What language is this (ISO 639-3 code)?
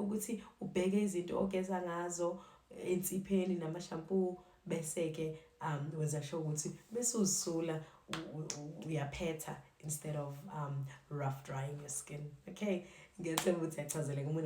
zul